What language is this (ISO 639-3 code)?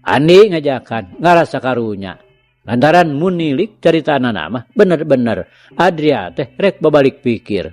sun